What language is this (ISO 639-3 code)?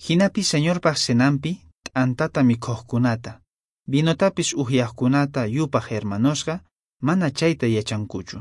que